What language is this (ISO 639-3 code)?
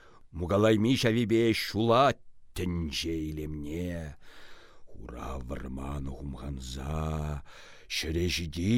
chv